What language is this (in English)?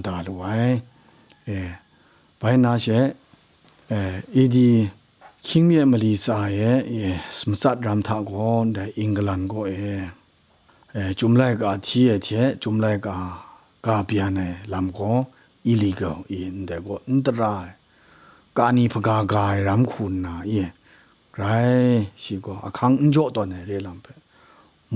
Kachin